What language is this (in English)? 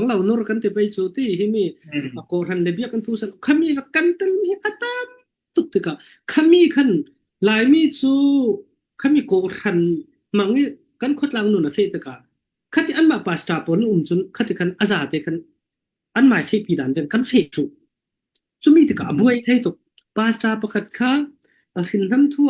Falam Chin